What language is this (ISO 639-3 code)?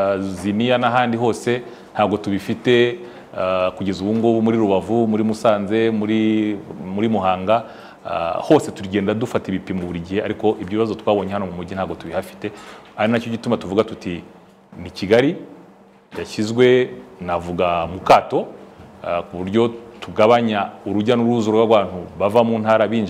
kin